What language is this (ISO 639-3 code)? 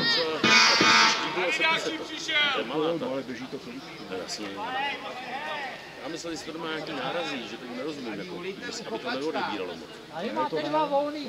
ces